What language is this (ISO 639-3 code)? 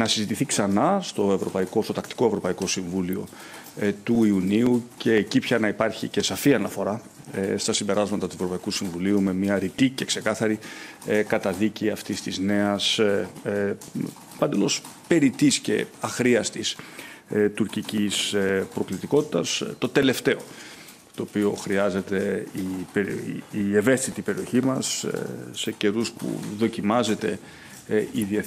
ell